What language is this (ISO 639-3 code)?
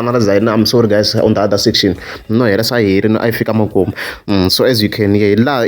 tso